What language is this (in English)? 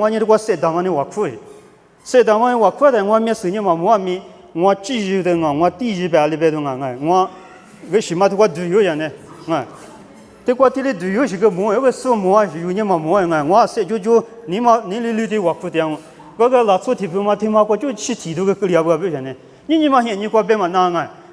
Lisu